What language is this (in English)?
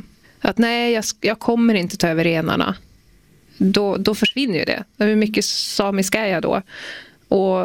Swedish